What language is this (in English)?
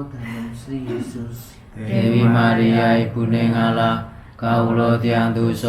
Javanese